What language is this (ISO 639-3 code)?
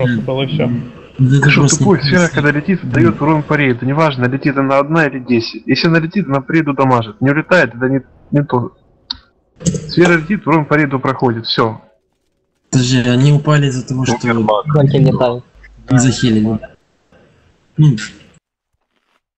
rus